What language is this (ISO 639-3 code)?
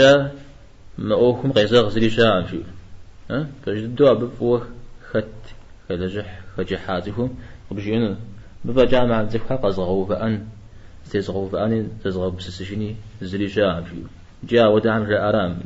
kbd